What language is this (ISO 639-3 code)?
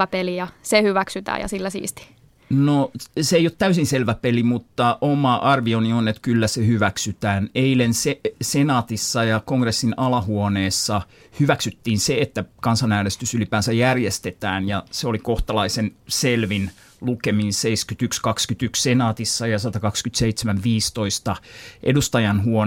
fin